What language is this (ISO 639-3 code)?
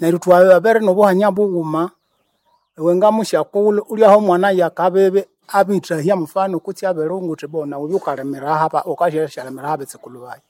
nnb